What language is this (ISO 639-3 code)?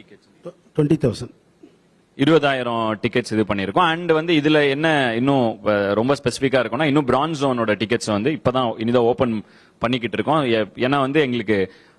tam